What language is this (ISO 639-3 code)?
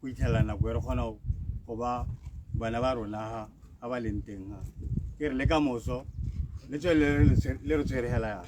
tsn